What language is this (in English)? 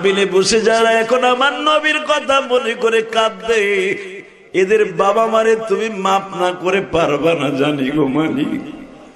Bangla